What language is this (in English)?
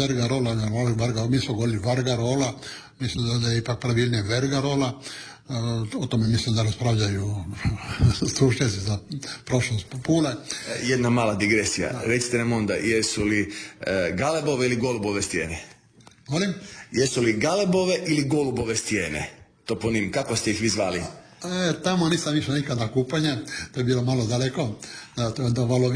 Croatian